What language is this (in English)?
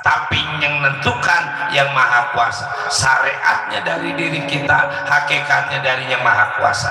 Betawi